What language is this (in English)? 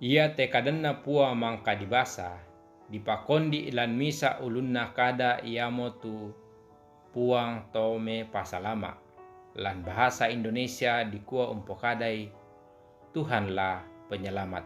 Toraja-Sa'dan